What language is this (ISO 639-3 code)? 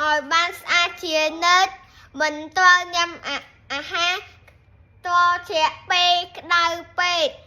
khm